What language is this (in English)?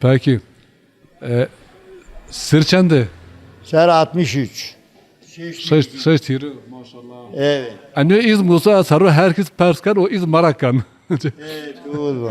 Zaza